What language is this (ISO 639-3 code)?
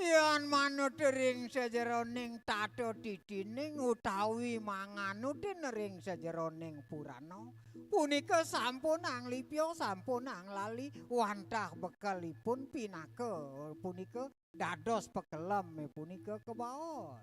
ban